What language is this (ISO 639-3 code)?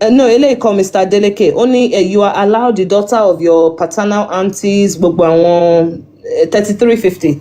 yor